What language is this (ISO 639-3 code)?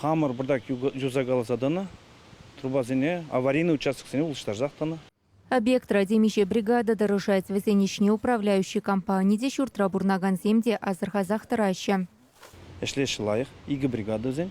chv